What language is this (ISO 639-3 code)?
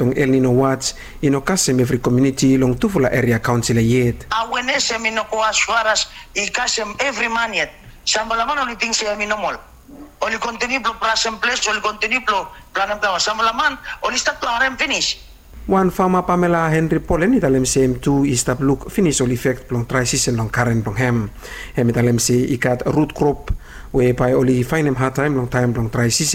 bis